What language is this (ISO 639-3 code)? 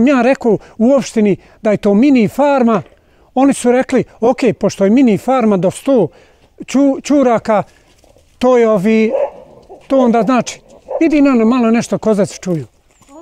bos